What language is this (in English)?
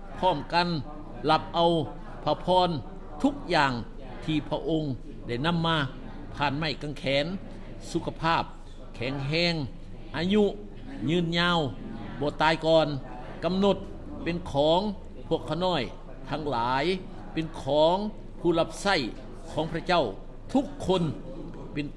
Thai